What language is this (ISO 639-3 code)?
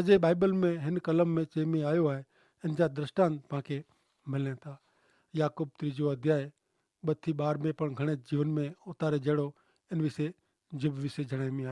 kfr